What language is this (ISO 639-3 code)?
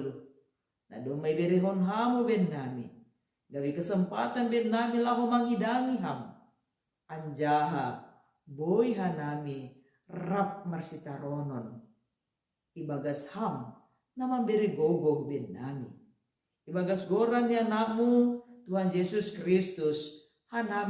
bts